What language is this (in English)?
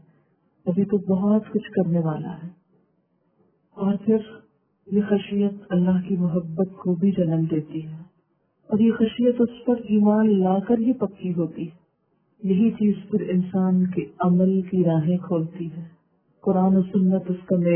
Urdu